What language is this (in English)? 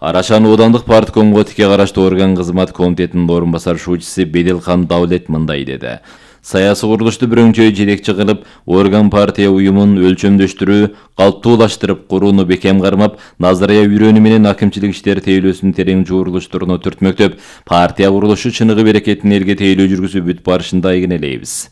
Kyrgyz